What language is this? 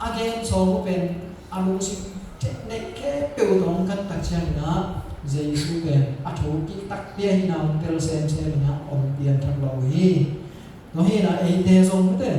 Tedim Chin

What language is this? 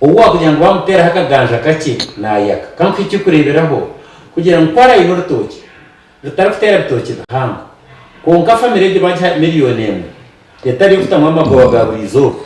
Nyankole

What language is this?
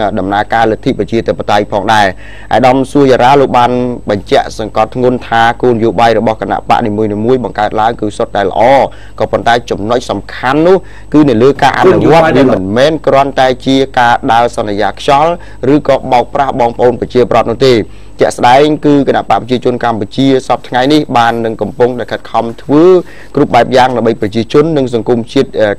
Khmer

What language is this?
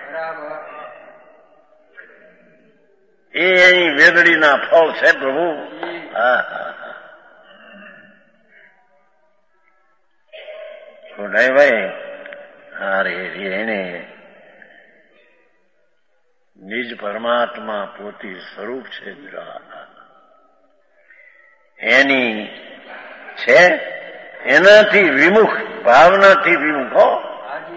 Gujarati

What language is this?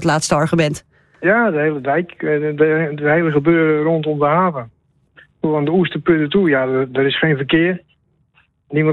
Dutch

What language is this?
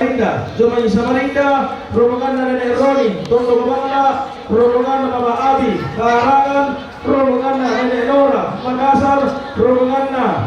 Toraja-Sa'dan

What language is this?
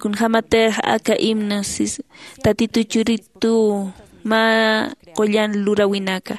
Aymara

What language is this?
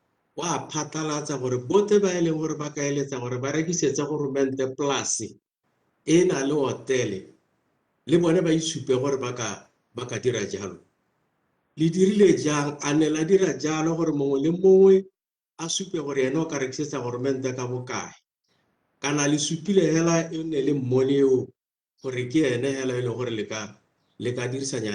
Tswana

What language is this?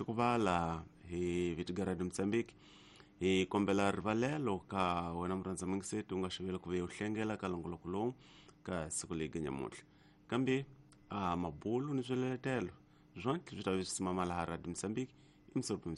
Tsonga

